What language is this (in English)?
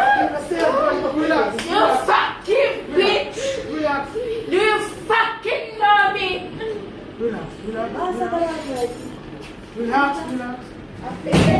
Jamaican Creole English